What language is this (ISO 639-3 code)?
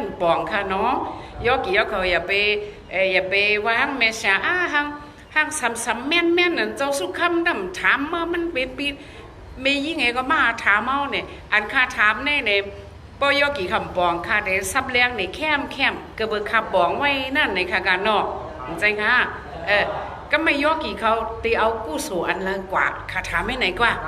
shn